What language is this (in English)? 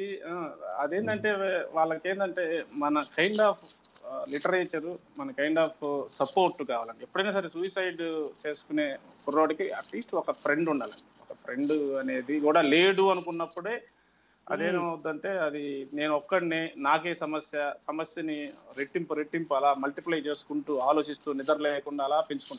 Telugu